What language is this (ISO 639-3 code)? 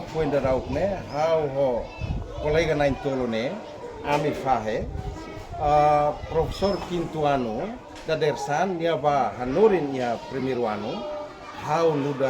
tet